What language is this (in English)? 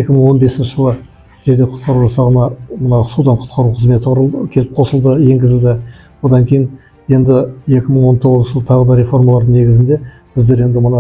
Kazakh